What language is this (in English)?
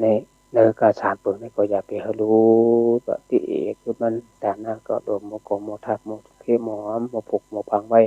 Shan